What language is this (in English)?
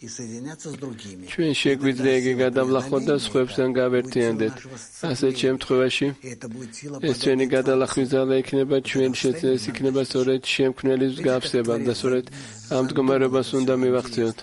Georgian